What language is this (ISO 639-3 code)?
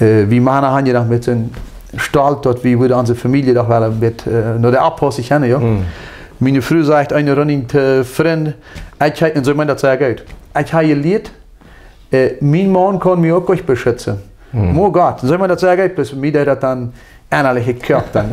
pdt